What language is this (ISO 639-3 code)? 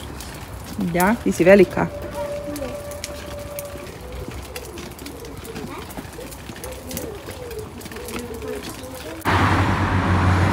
hrv